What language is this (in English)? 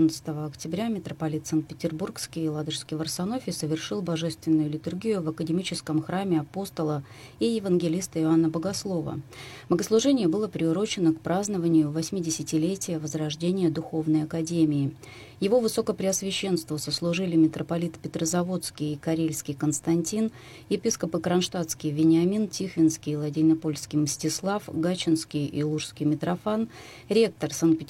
Russian